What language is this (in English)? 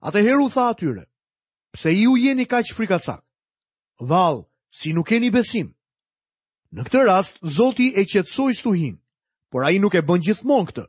Albanian